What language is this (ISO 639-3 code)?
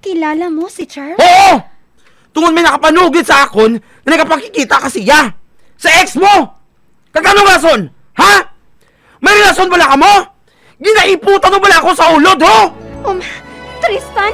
hil